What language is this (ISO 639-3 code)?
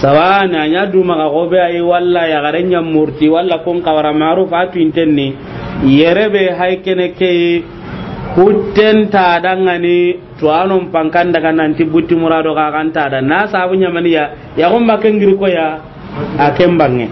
snk